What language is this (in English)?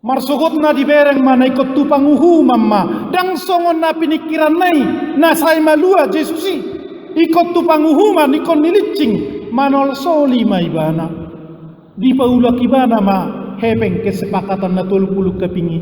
Batak Toba